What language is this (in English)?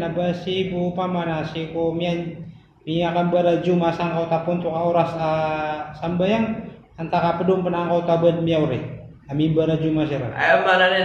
Maranao